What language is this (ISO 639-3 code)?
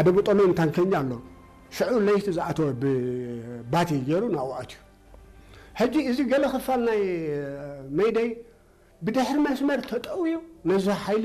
tir